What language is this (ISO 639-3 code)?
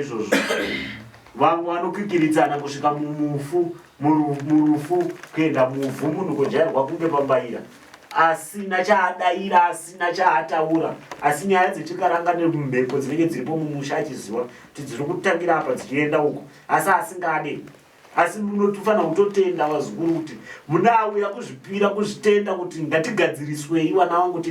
sna